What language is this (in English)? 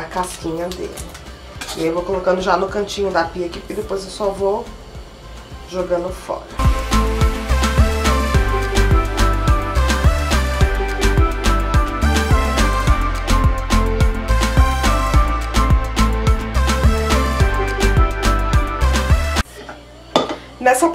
Portuguese